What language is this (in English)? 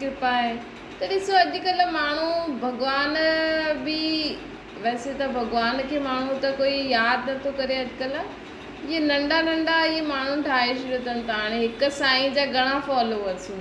Sindhi